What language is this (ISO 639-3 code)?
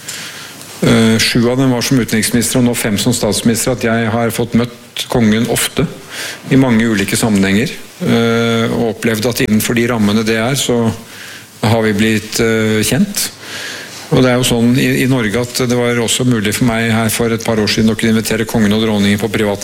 nor